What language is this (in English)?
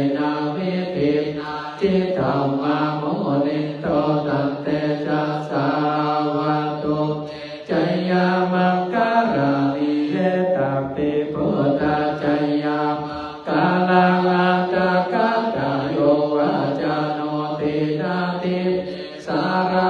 Pali